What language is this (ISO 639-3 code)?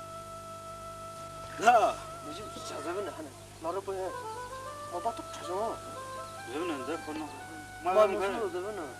pmx